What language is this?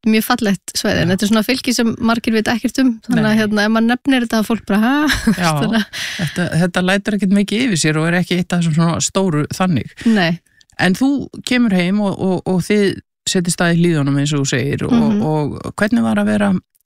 Icelandic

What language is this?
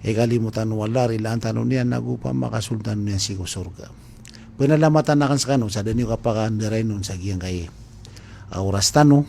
Maranao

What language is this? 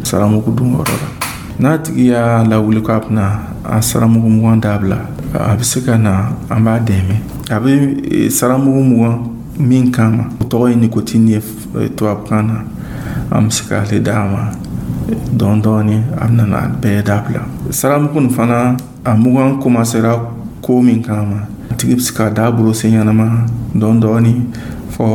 Dyula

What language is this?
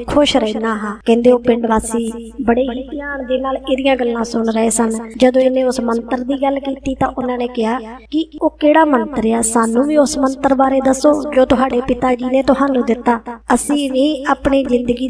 Punjabi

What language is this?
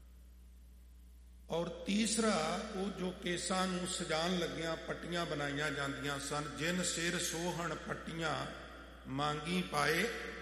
Punjabi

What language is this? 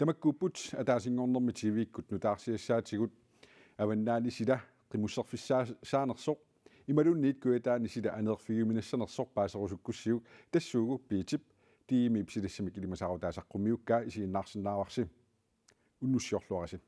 Kalaallisut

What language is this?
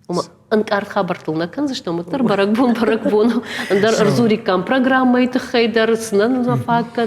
Ossetic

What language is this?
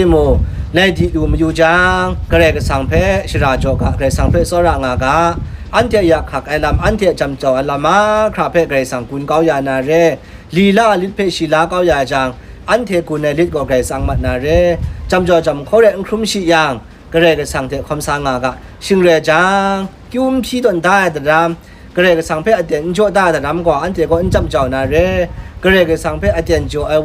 Kachin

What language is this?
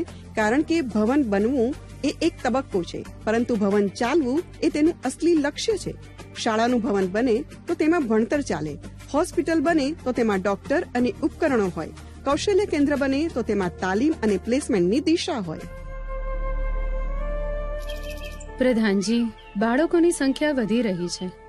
Gujarati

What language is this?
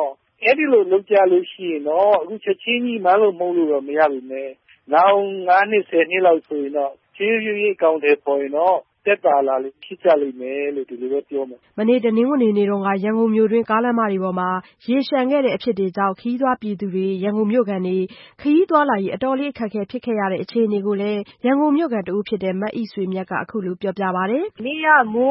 Burmese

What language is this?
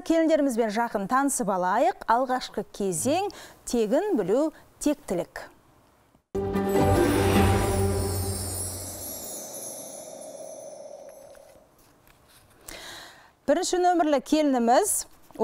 Kazakh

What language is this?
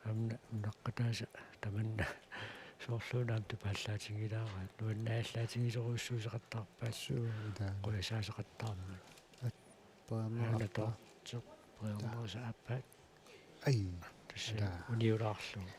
Kalaallisut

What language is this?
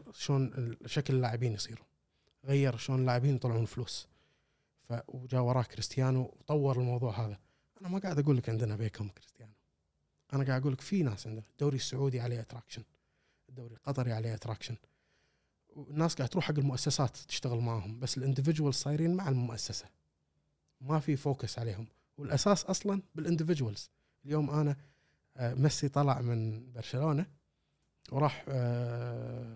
Gulf Arabic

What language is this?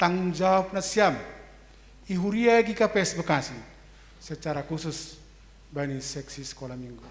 Batak Simalungun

